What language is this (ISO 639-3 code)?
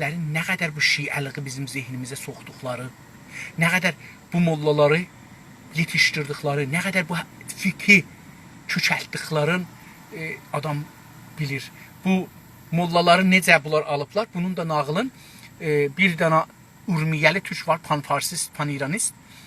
azb